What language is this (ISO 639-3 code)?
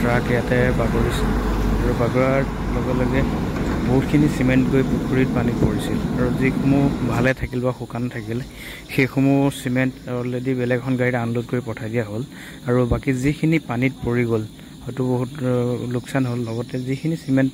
asm